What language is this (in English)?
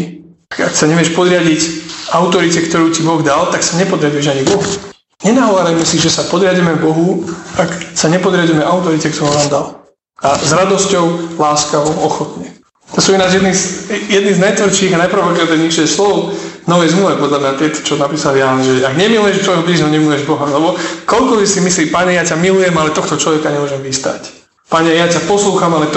Slovak